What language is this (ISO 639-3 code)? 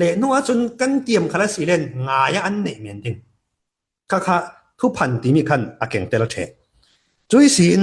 cfm